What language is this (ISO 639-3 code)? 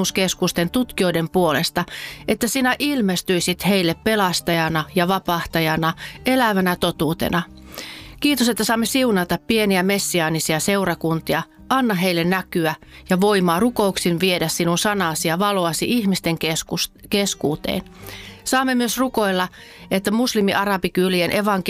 fin